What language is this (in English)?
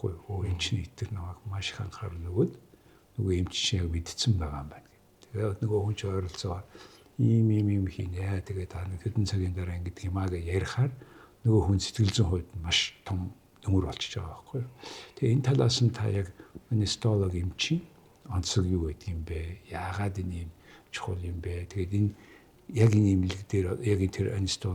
Mongolian